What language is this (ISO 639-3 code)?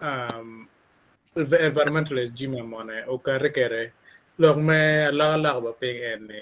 ach